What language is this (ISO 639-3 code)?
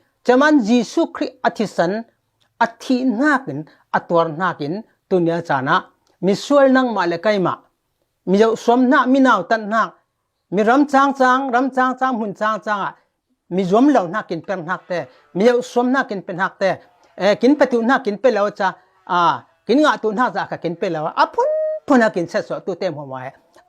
cfm